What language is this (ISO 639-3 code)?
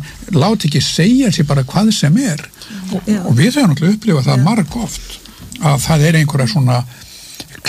isl